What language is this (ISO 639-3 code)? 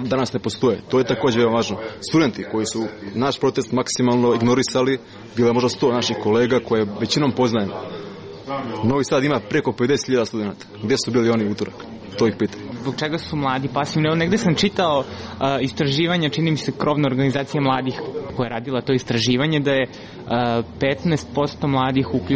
srp